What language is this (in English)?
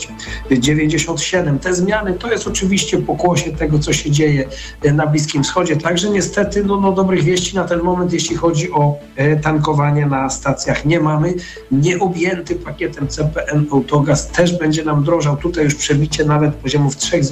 Polish